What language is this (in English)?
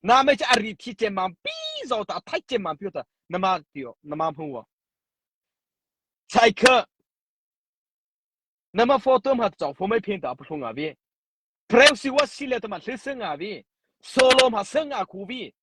Mara Chin